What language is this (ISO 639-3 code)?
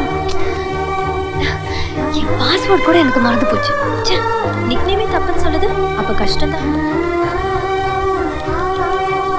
tam